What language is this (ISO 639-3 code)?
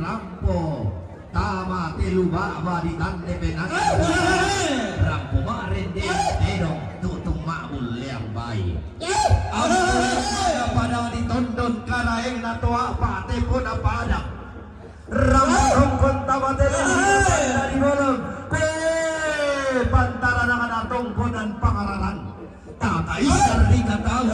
sda